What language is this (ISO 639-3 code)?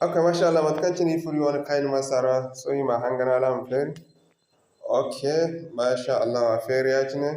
dje